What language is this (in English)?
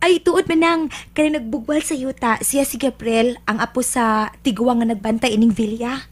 Cebuano